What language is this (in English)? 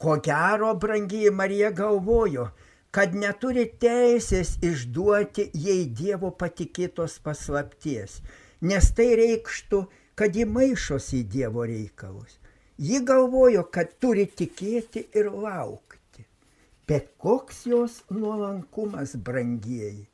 Lithuanian